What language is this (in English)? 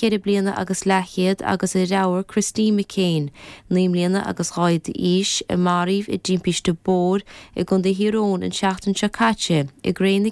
Irish